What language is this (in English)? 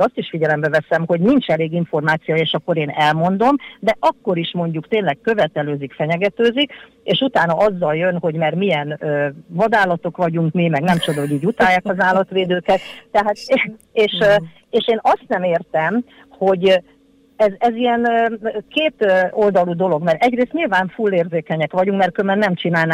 Hungarian